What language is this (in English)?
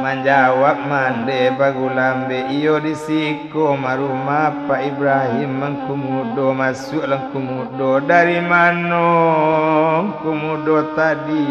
Minangkabau